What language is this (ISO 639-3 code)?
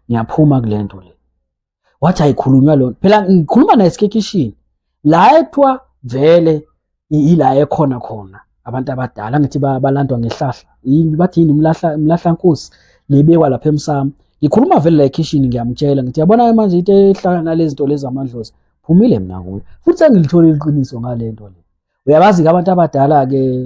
zul